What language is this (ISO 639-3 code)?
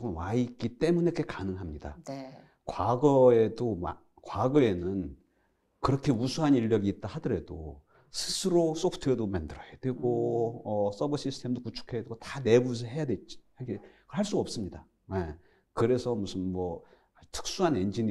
kor